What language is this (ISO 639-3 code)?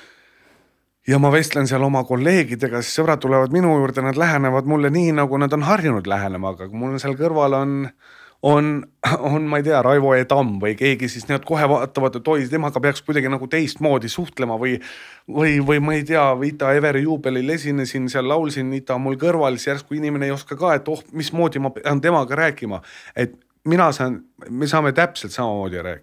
est